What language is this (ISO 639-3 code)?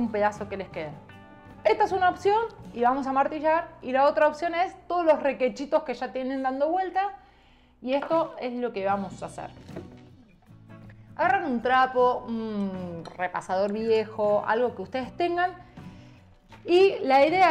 spa